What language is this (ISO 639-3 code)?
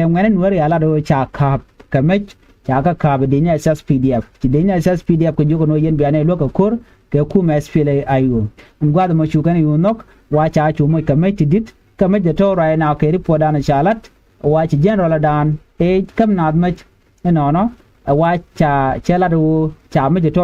nus